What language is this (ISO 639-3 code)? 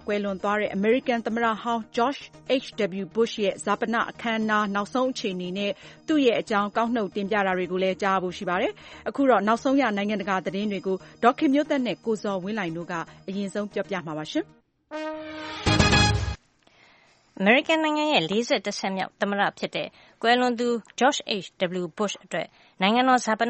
mya